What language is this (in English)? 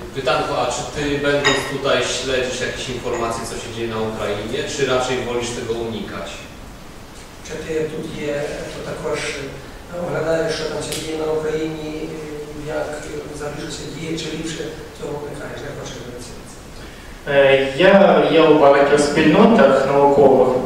Polish